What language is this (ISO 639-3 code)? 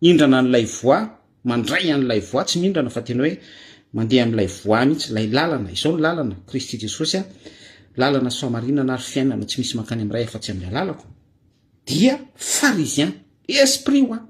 mlg